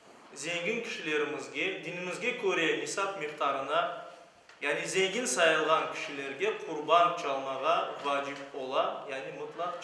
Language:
Crimean Tatar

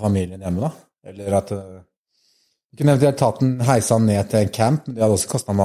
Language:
Norwegian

